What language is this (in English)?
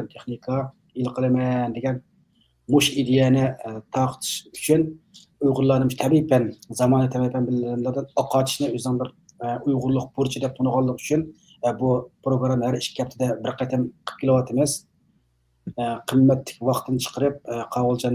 Uyghur